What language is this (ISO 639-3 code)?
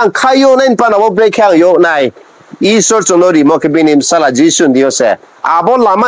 ria